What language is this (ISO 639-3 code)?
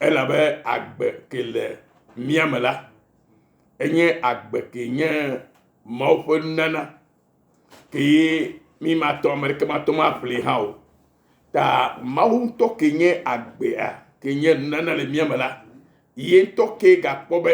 ewe